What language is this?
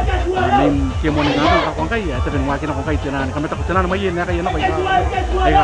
Gilbertese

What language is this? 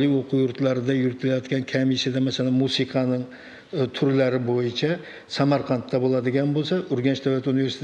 Uzbek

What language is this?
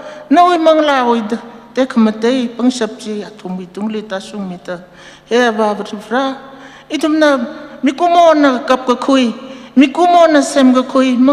Tangkhul Naga (India)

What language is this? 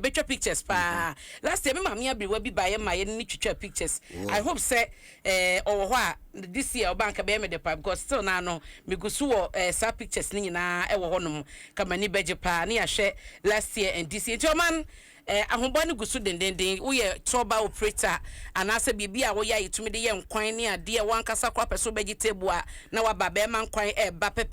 Akan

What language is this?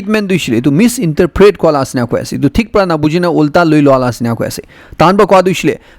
Naga Pidgin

